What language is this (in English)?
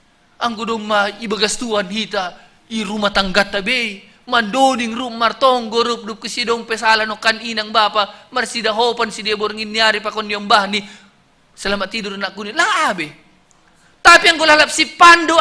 Batak Simalungun